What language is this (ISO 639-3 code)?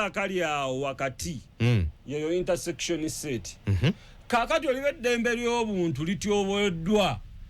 lug